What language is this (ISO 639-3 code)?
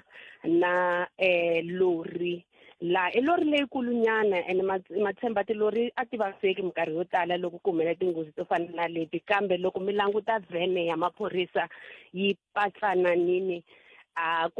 tso